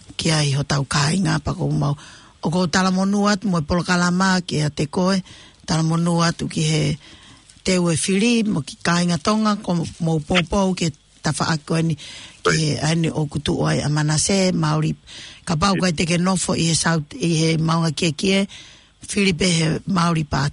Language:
Tongan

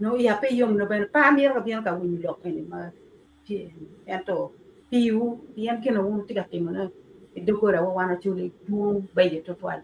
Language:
Acoli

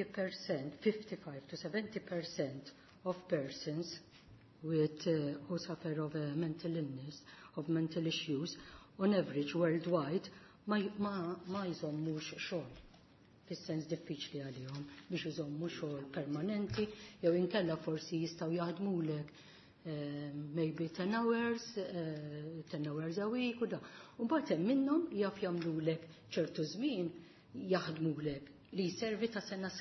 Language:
Maltese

